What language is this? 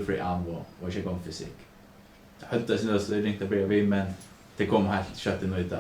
Faroese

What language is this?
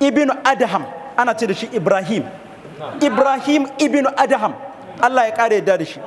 Hausa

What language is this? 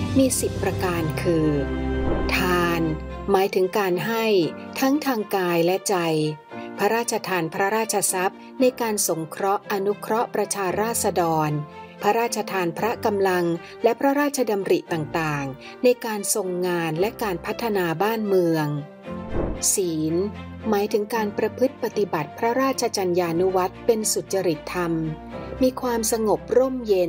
Thai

